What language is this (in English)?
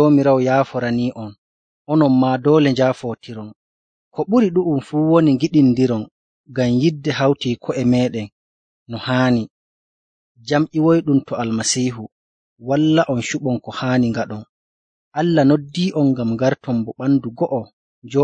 Nigerian Fulfulde